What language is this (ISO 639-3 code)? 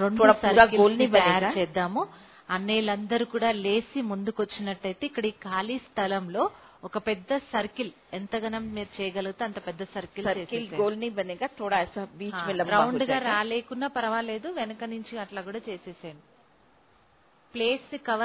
tel